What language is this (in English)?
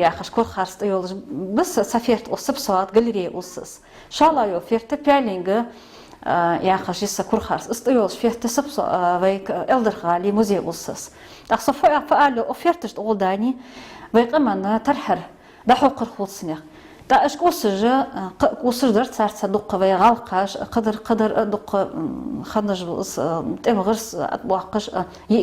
Ingush